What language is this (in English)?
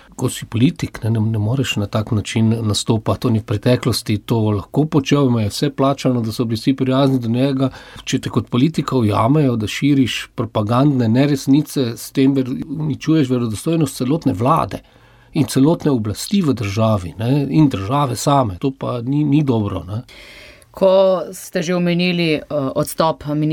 Slovenian